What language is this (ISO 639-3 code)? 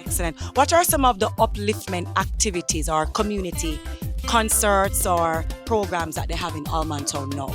jam